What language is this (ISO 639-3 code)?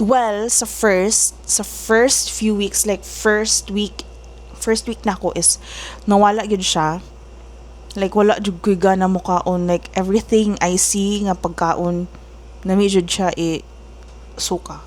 ceb